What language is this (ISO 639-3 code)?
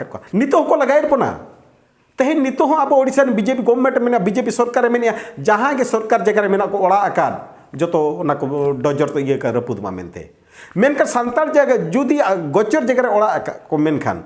sat